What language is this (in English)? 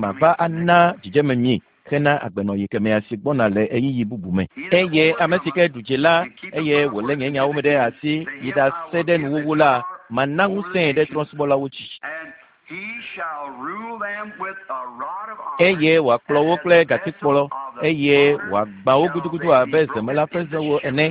Ewe